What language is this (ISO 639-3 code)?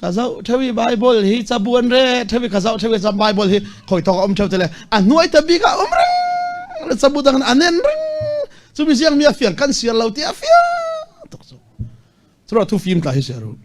cfm